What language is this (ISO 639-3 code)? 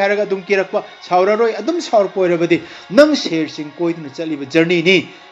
mni